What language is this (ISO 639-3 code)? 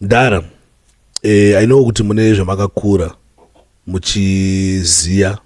sna